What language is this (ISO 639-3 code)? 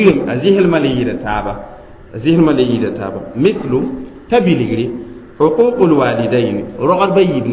mos